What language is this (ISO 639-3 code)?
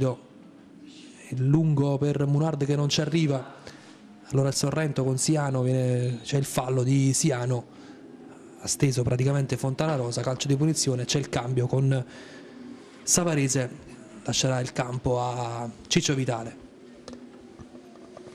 ita